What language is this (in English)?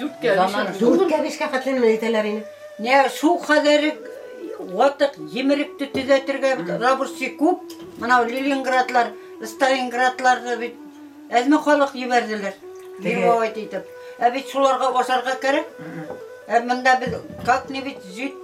Bashkir